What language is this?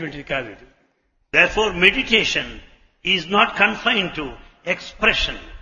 Telugu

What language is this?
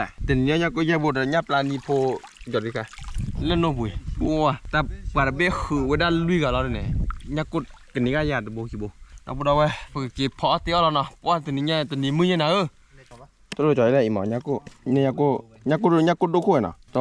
S'gaw Karen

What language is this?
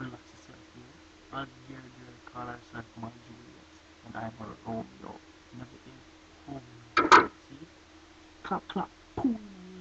Jamaican Creole English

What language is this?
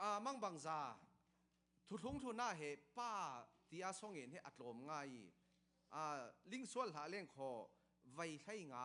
Falam Chin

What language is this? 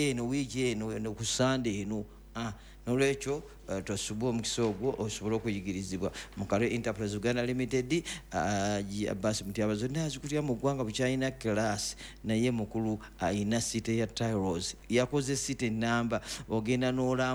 Ganda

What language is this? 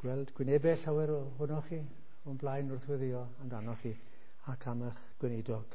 Welsh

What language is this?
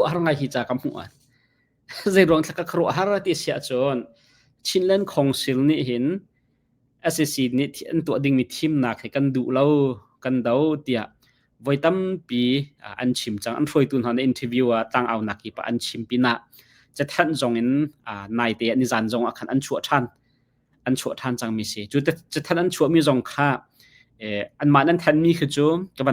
Hakha Chin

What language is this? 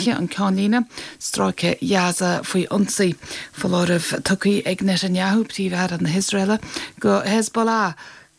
Irish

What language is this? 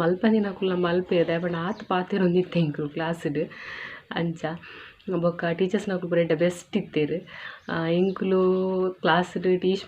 Tulu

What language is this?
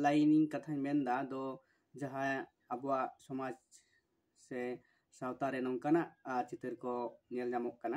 Santali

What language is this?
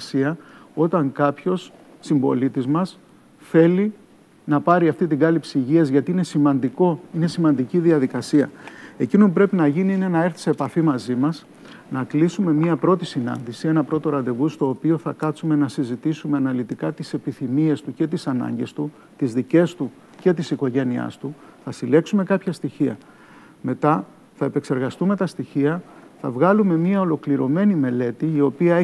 Greek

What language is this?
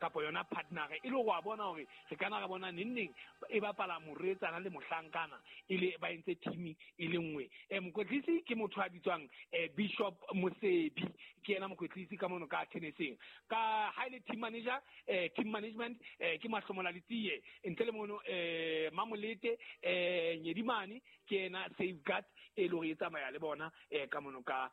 Southern Sotho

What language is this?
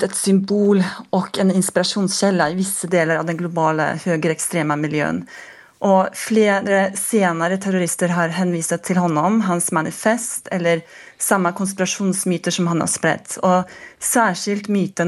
Swedish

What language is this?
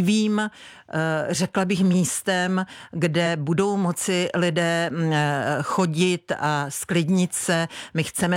Czech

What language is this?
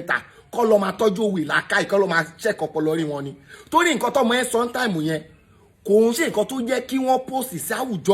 Yoruba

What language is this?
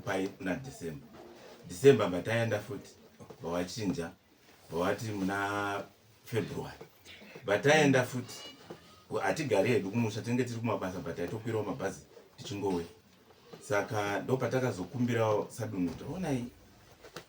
Shona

